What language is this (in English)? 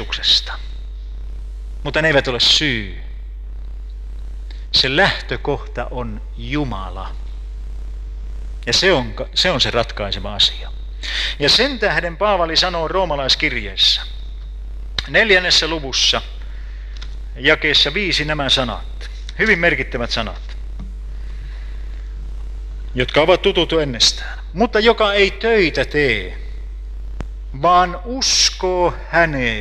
Finnish